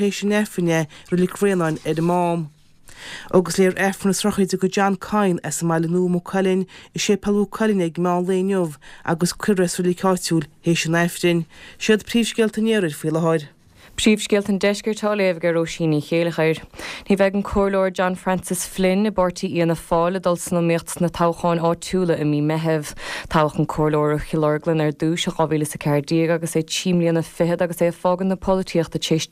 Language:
Irish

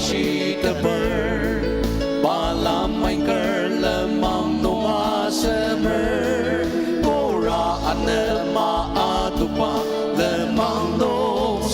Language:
Ao Naga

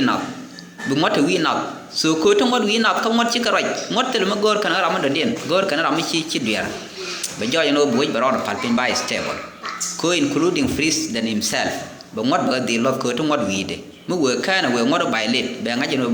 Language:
Nuer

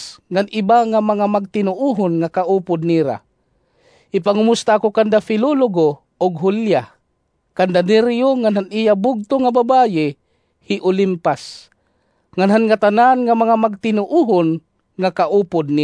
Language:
Waray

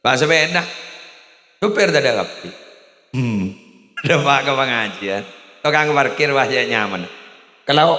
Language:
Madurese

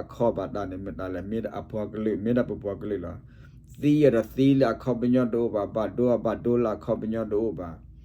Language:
S'gaw Karen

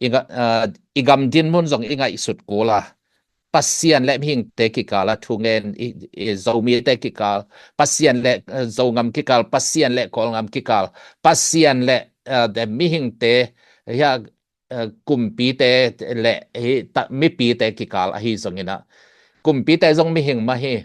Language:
Tedim Chin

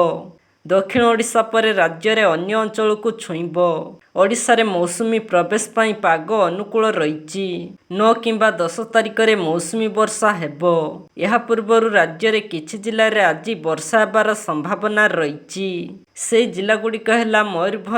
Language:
Odia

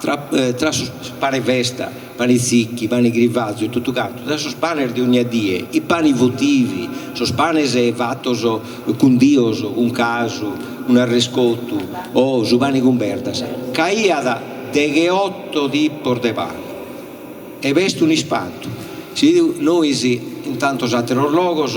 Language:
Sardinian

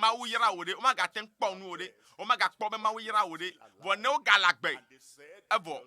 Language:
Ewe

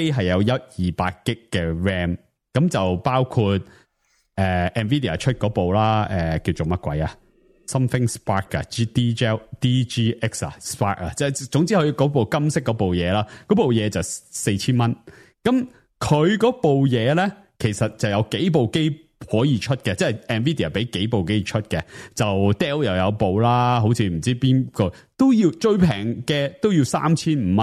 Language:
Cantonese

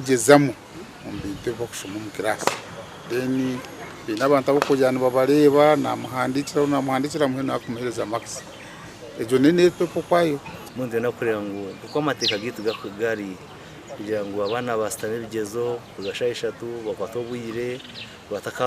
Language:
Nyankole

